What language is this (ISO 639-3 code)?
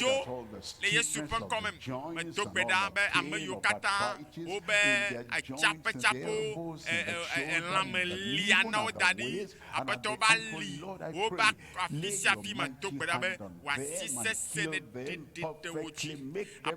ewe